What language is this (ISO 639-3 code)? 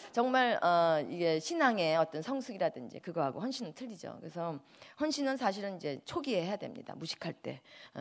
kor